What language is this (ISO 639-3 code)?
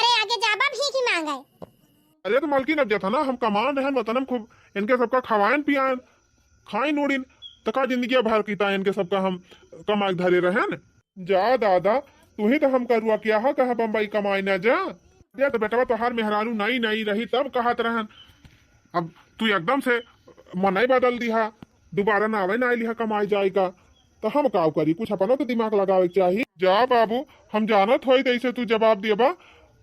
awa